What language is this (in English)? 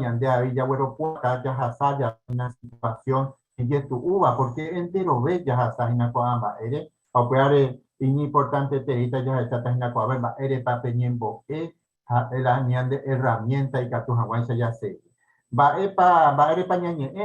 Guarani